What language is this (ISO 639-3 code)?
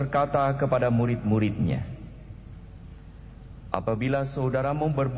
ind